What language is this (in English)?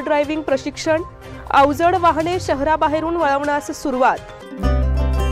Marathi